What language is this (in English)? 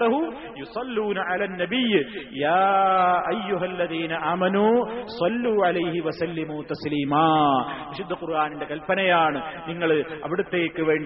Malayalam